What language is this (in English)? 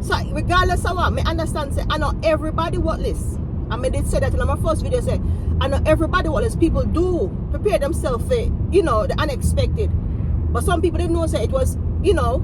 Jamaican Creole English